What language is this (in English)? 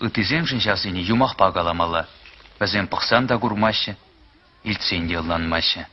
Chuvash